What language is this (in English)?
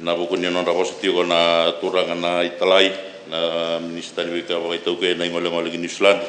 Fijian